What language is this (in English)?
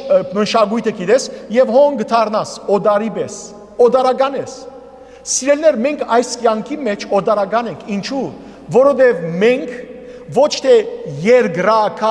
Western Armenian